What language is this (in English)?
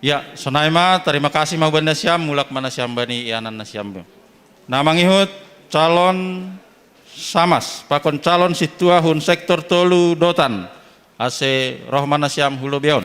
Batak Simalungun